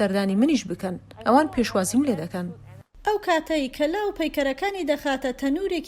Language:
Central Kurdish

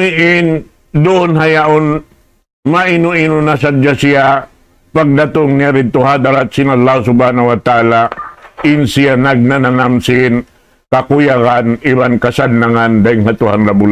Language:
Tausug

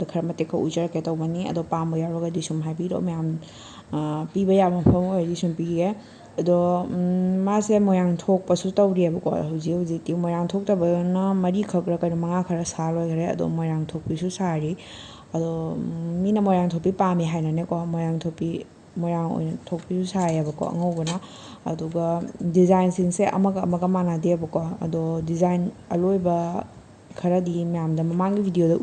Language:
Manipuri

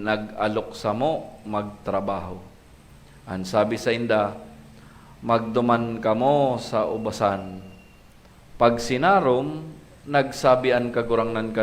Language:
Bikol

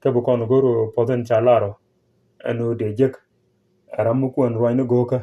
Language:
Nuer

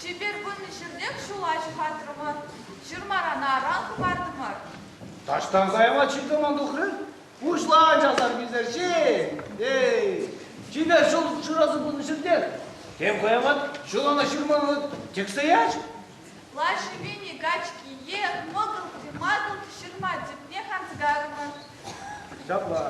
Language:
Chuvash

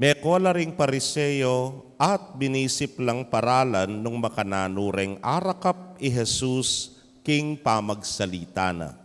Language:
Pampanga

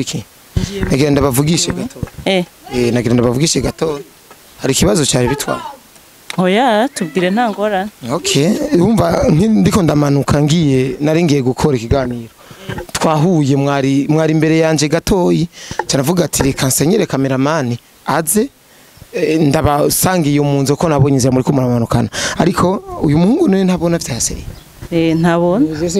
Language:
Rundi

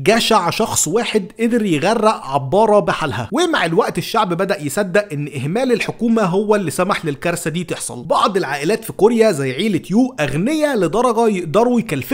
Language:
Egyptian Arabic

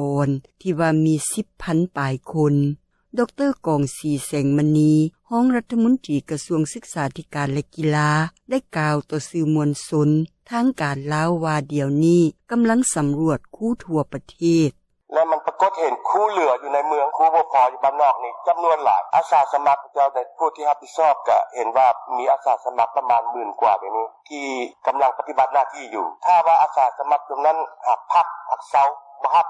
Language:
Lao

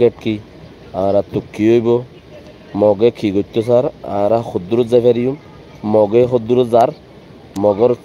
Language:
Rohingya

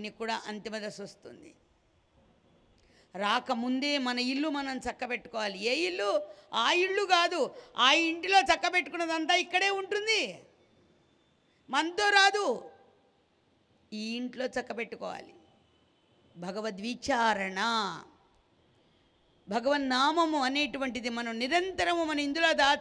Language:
Telugu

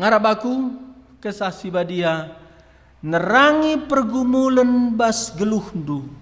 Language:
Batak Karo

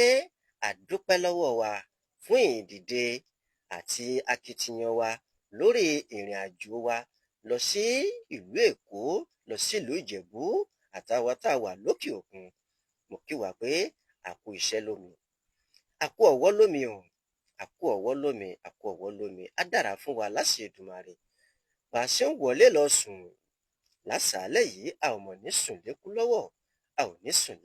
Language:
Yoruba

